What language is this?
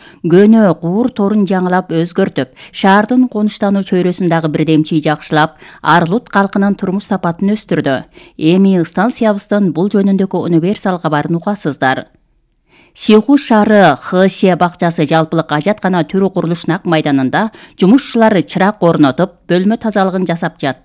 Kyrgyz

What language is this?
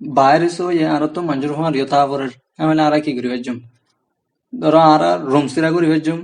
Rohingya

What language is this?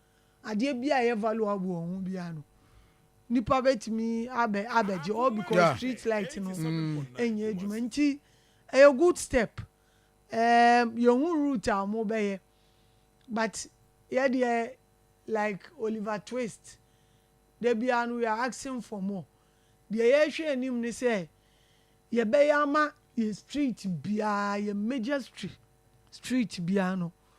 Akan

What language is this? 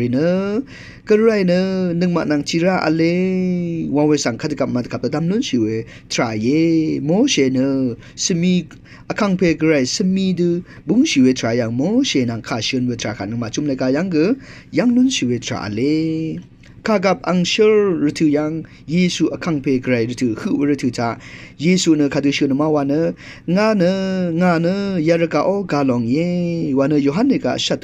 Rawang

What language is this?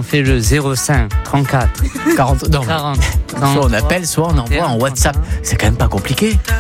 French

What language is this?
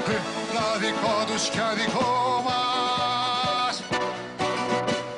Greek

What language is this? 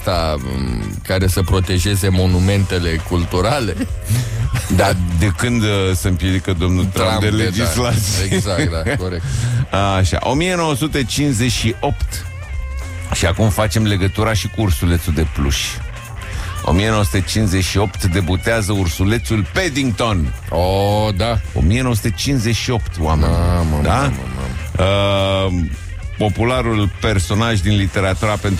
Romanian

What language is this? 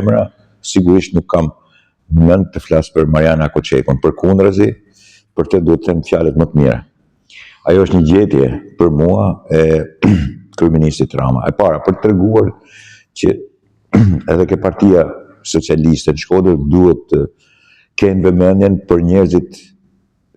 Albanian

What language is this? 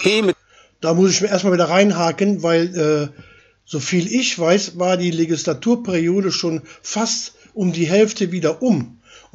German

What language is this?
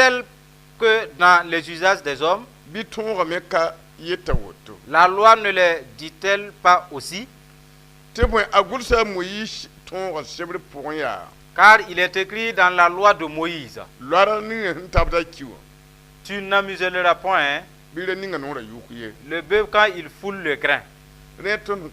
Mossi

